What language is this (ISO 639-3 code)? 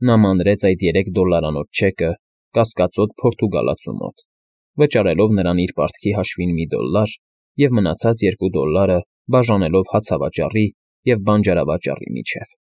hye